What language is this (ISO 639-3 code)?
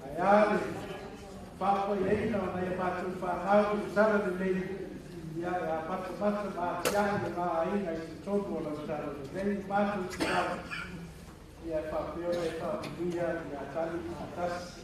smo